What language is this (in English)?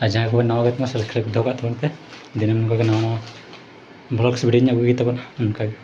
Santali